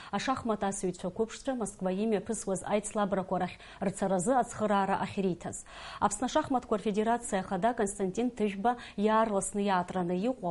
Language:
Abkhazian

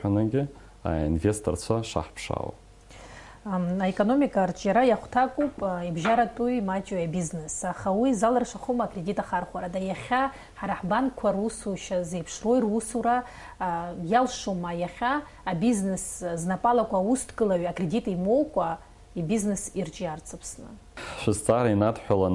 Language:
Abkhazian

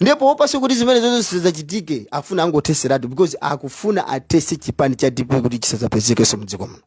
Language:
Nyanja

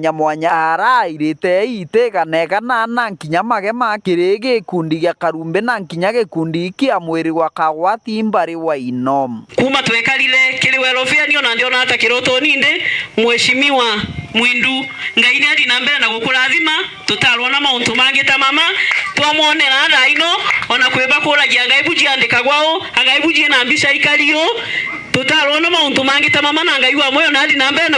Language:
Meru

